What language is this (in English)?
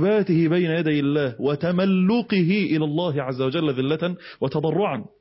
Arabic